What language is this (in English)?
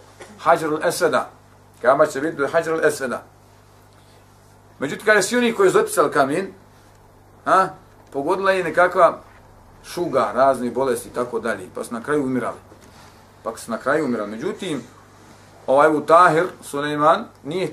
Bosnian